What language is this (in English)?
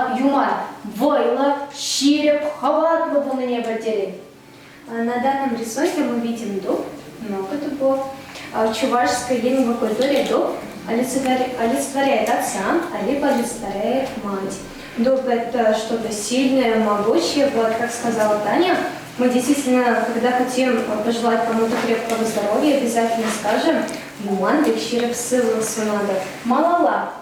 Chuvash